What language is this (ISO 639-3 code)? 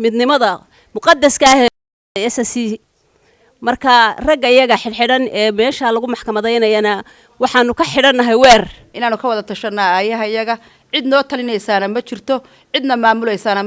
som